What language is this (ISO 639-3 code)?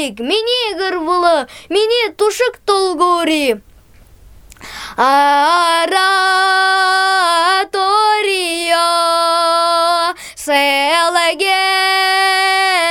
bua